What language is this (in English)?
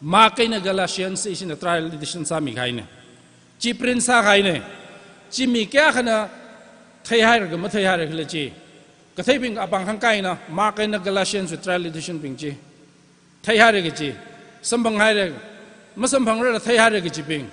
Tangkhul Naga (India)